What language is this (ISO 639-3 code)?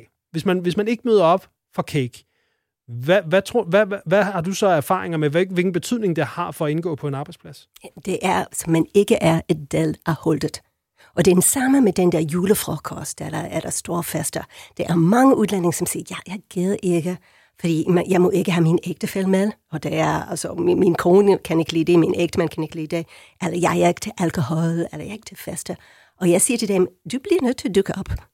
dan